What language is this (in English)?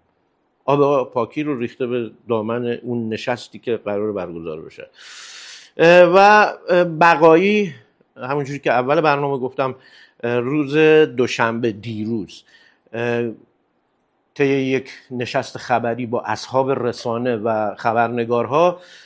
Persian